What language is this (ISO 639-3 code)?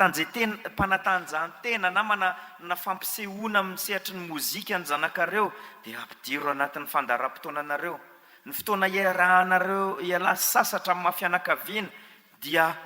mlg